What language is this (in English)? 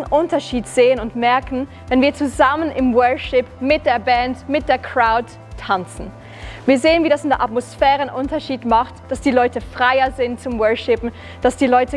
Swiss German